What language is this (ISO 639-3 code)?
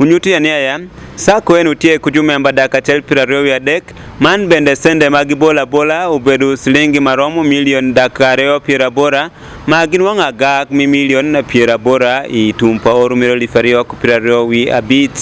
ach